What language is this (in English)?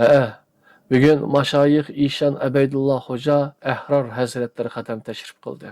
Uyghur